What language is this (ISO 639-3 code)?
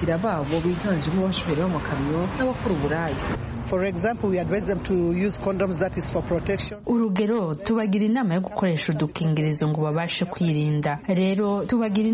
kin